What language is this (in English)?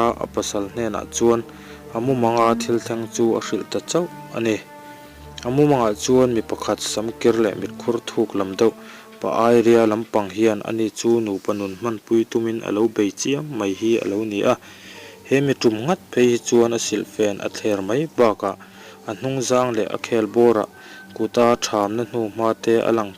Mizo